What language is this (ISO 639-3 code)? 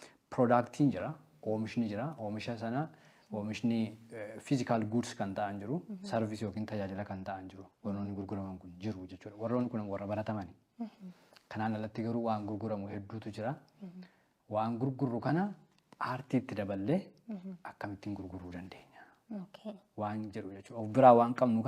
orm